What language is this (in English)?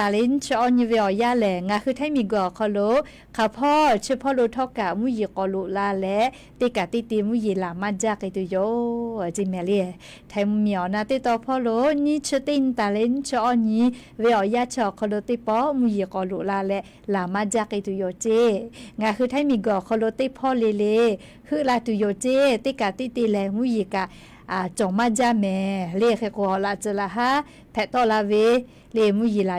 Lahu